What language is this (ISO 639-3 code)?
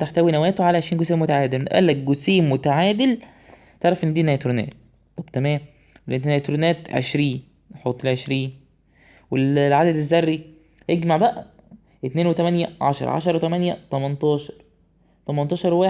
arz